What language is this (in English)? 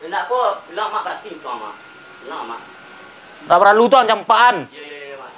Minangkabau